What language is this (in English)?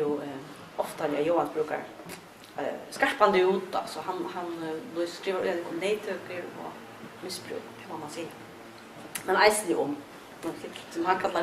Faroese